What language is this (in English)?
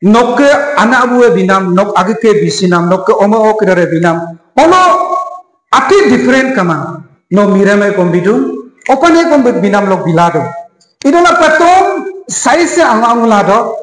Adi